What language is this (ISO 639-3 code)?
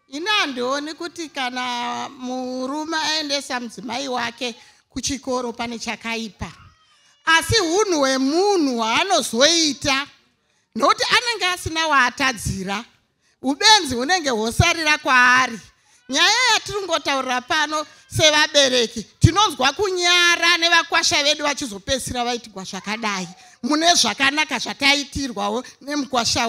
sna